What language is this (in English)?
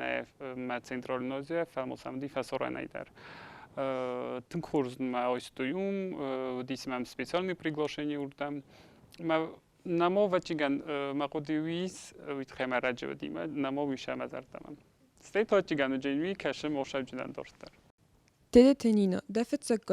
Ossetic